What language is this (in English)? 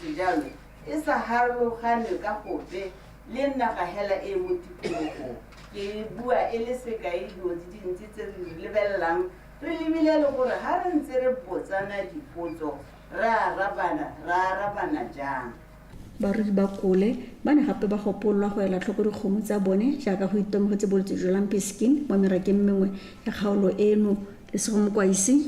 Tswana